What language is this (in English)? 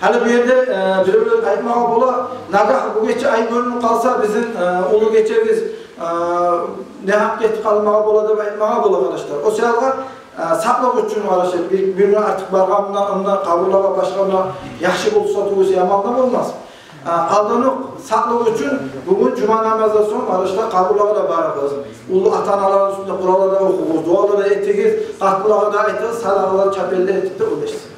Kumyk